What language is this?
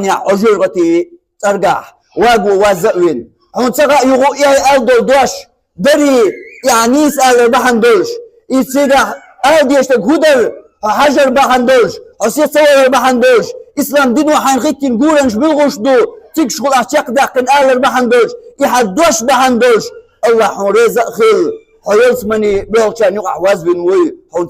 Chechen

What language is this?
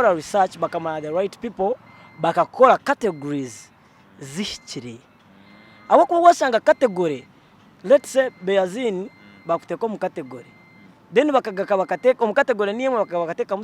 Nyankole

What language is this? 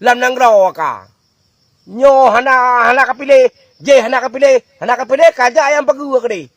Achinese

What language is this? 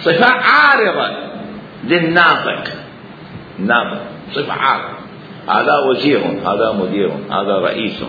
Mesopotamian Arabic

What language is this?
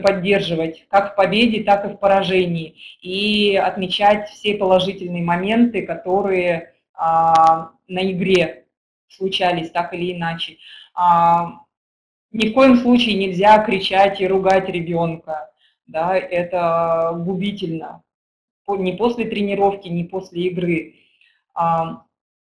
Russian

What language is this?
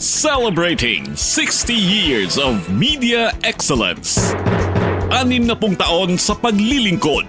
Waray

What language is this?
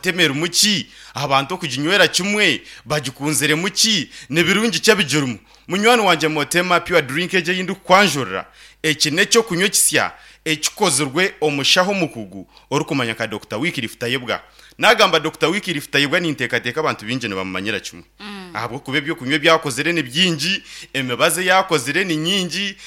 Nyankole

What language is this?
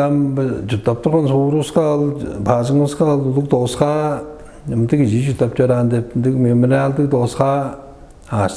Tuvinian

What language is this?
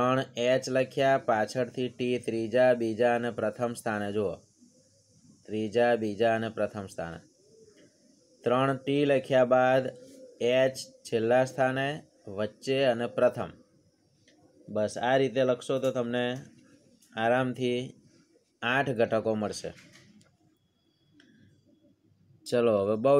Gujarati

